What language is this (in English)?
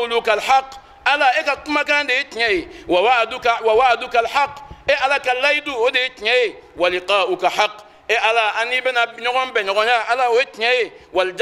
Bambara